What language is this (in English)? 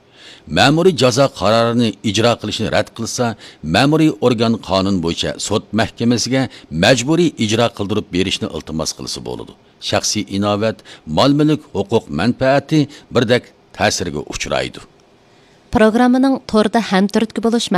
Uyghur